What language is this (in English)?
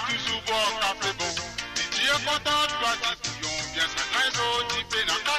Morisyen